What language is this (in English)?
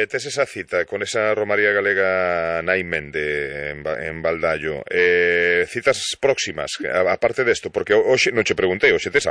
Galician